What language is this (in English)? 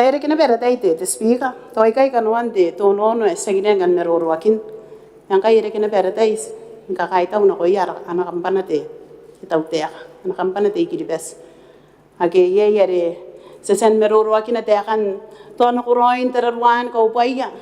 Gilbertese